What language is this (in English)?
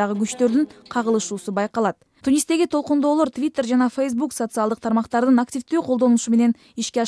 Kyrgyz